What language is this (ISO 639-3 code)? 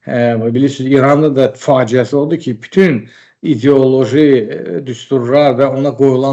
aze